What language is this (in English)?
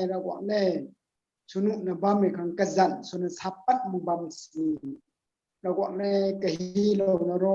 Rongmei Naga